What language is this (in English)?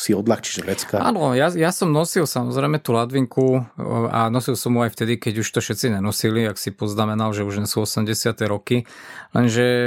Slovak